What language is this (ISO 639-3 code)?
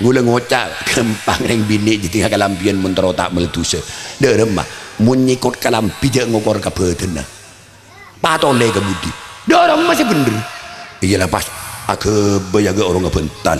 mad